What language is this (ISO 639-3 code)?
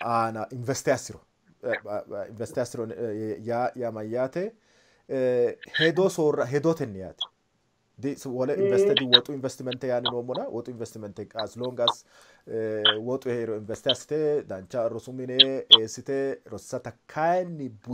sid